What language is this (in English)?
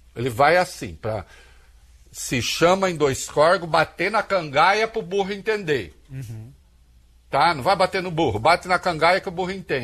Portuguese